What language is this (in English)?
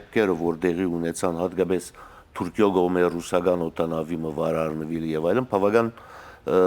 Western Armenian